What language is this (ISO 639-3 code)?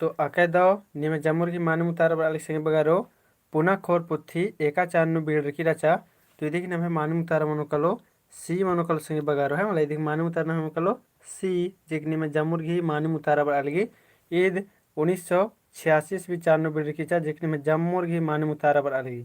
kru